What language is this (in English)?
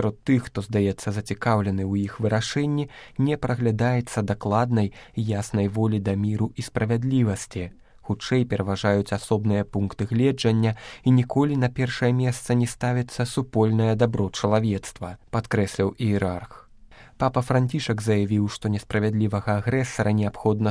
Belarusian